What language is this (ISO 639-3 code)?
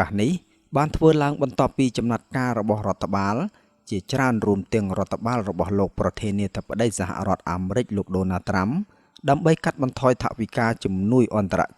khm